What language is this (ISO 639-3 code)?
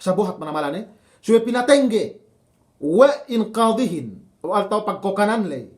yka